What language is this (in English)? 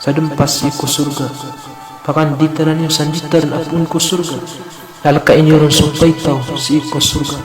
Maranao